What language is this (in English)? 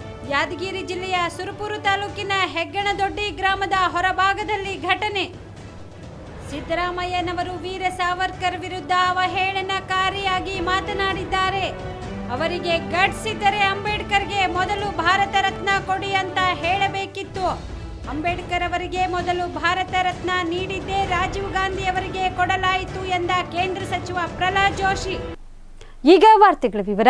Kannada